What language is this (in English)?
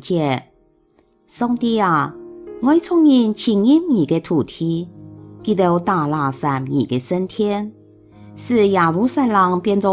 Hakka Chinese